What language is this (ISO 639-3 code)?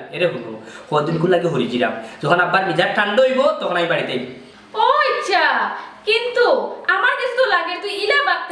syl